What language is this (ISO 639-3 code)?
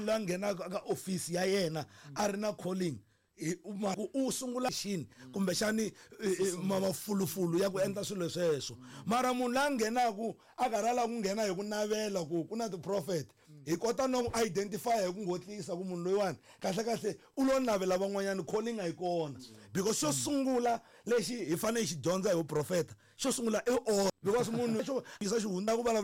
tso